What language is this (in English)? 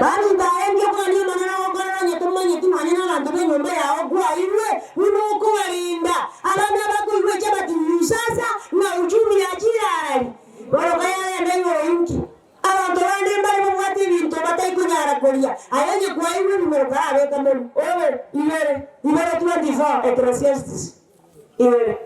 Gusii